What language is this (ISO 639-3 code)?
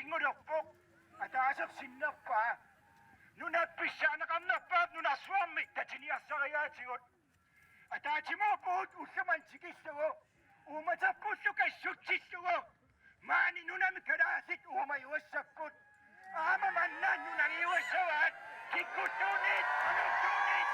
kal